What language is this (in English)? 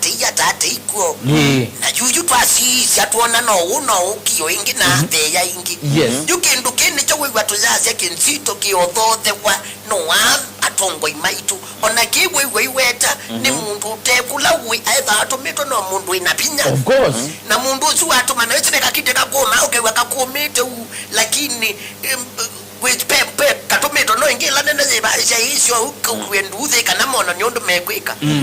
Kamba